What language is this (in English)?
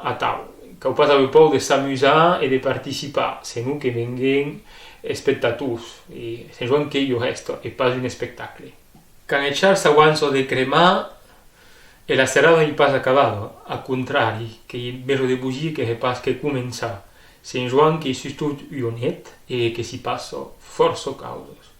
Occitan